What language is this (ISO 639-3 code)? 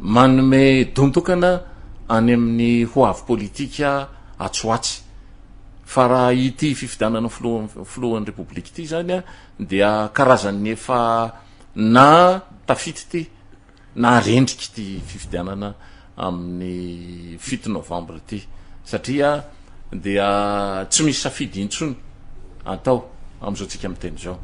mlg